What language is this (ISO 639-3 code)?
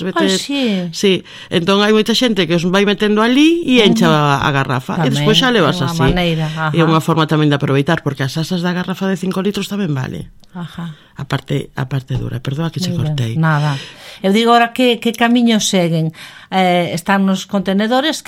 glg